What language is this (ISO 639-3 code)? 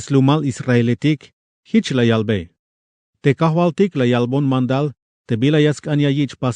tzh